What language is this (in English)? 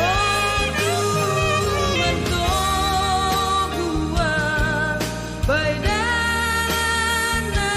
Batak Simalungun